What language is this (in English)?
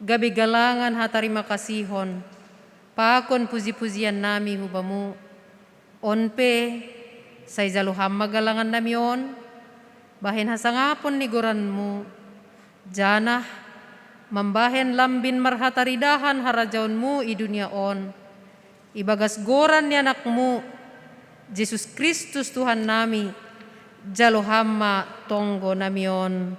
Batak Simalungun